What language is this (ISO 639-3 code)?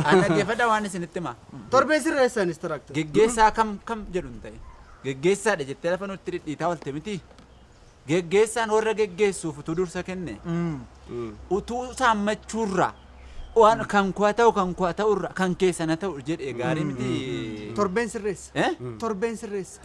orm